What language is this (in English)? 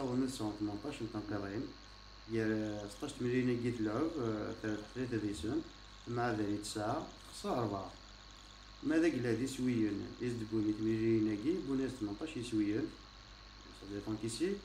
Kabyle